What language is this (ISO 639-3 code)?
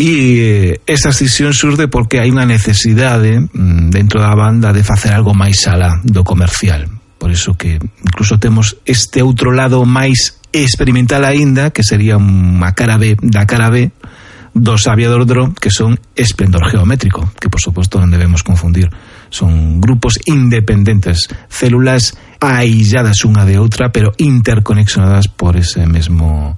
glg